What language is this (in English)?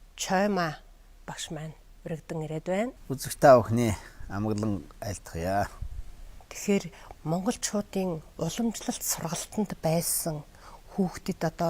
Mongolian